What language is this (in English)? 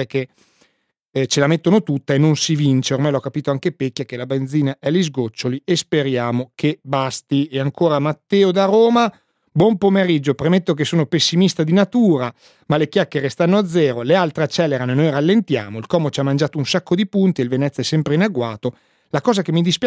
Italian